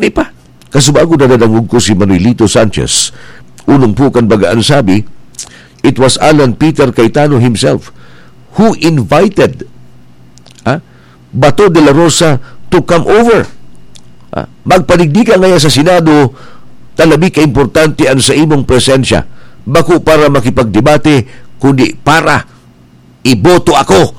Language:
Bikol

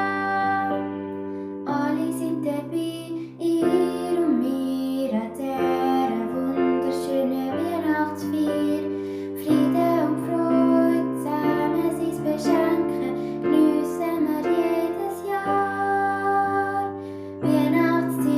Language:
Swiss German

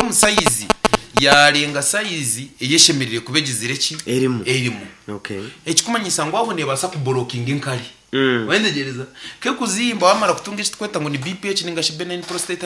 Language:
Nyankole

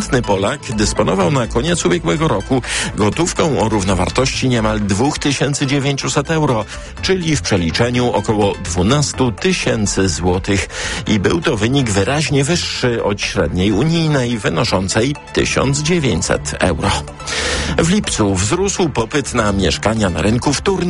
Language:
Polish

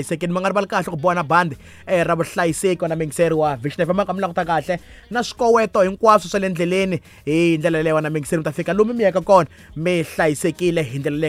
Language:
Tsonga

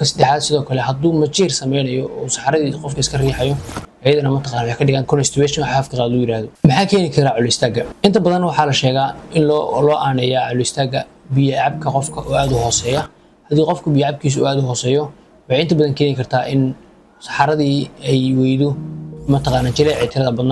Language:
Somali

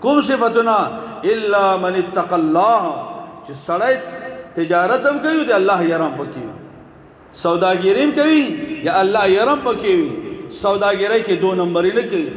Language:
Pashto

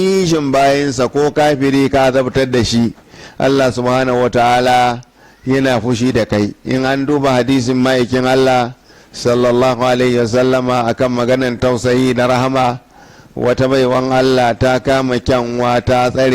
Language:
Hausa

